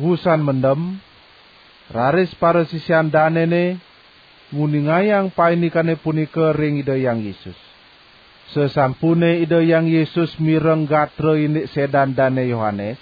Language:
Balinese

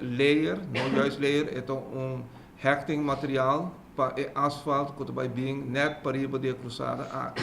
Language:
Papiamento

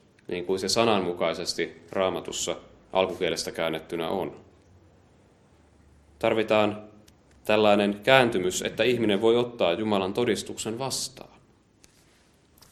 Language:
Finnish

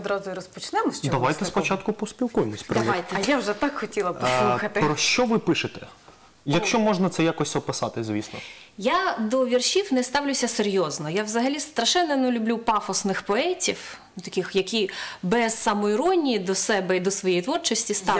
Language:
Ukrainian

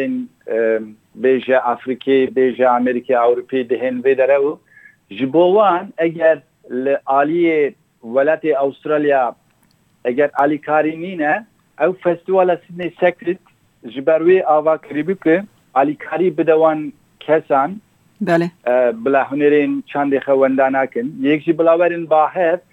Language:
Kurdish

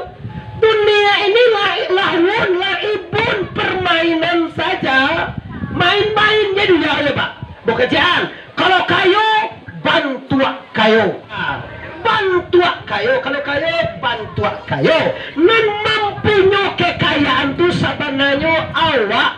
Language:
Minangkabau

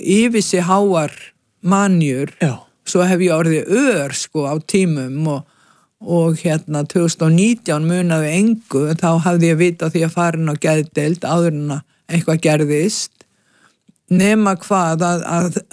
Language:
Icelandic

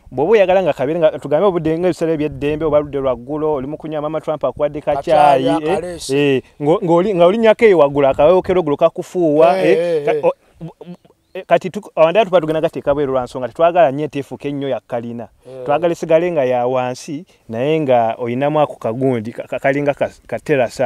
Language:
Ganda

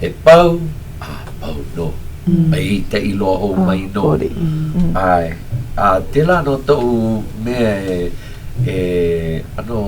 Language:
Hawaiian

